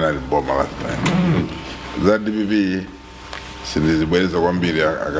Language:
Nyanja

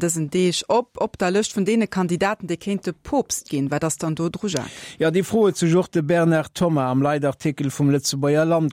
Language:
Luxembourgish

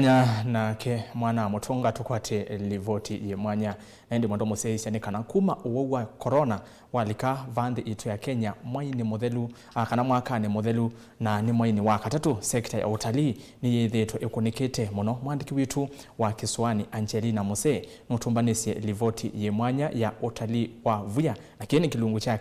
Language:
Kamba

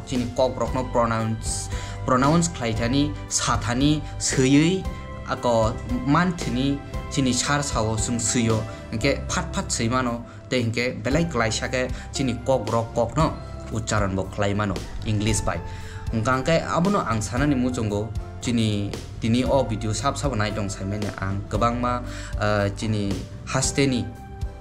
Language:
Kok Borok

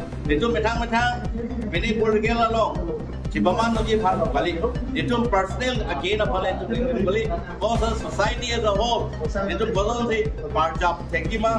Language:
Karbi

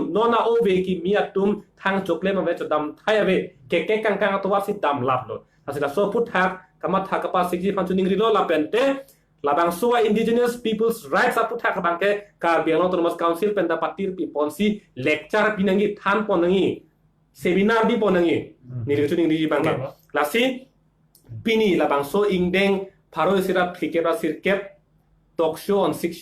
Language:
Karbi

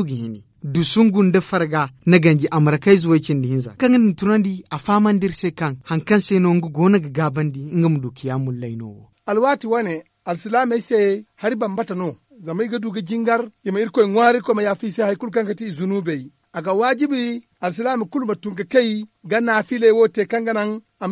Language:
Zarma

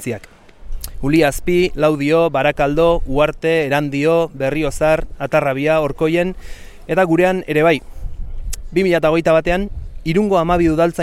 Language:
Basque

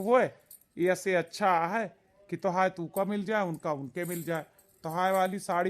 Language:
Awadhi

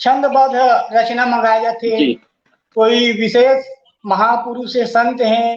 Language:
Chhattisgarhi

